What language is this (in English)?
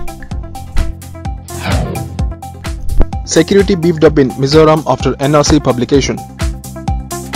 English